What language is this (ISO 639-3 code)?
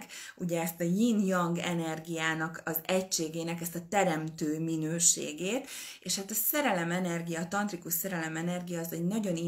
hun